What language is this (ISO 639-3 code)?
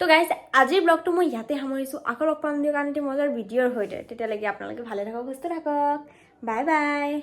asm